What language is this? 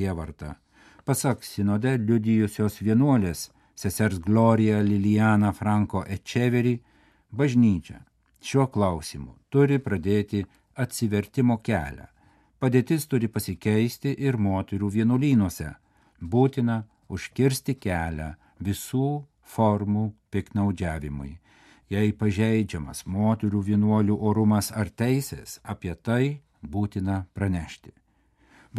Lithuanian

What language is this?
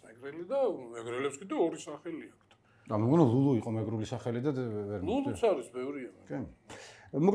Georgian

